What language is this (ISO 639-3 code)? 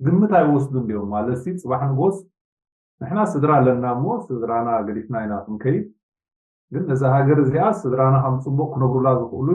tir